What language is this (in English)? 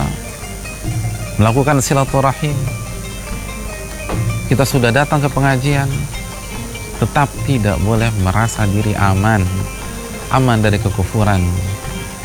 Indonesian